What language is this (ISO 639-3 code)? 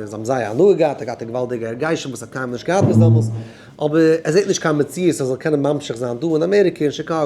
yid